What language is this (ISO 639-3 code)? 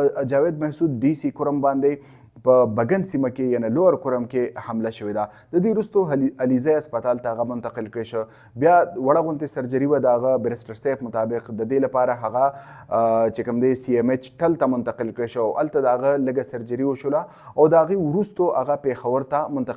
pus